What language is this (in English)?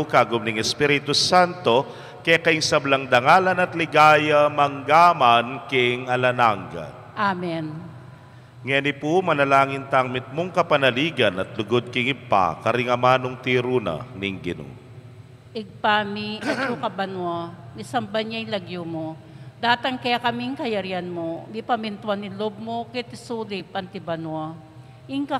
Pampanga